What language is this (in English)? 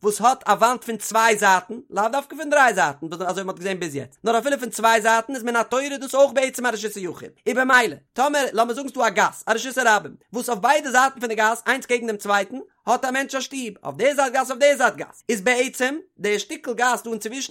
Yiddish